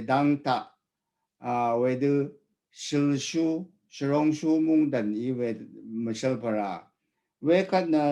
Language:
Rawang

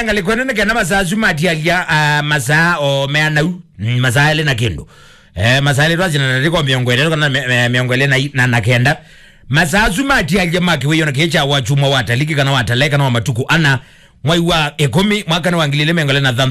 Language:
Kamba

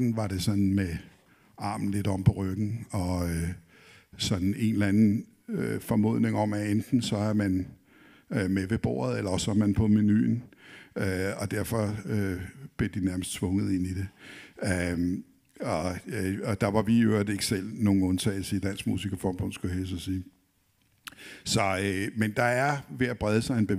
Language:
Danish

